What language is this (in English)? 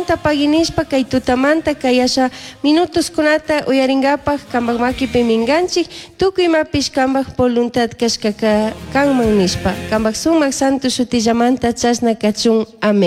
Chimborazo Highland Quichua